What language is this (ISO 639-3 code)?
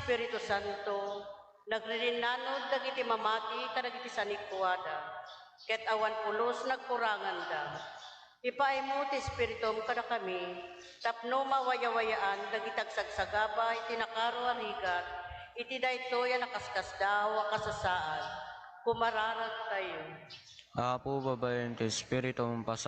ilo